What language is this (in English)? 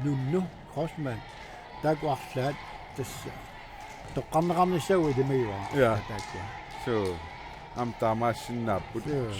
Kalaallisut